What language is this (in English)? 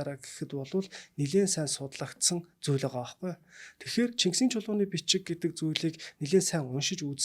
Mongolian